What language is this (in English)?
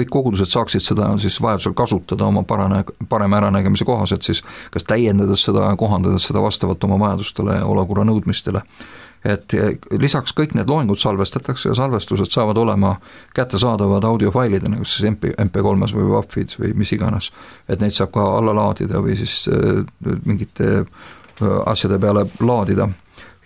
Estonian